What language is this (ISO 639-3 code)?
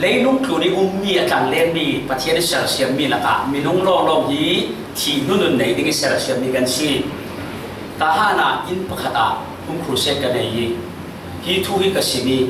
cfm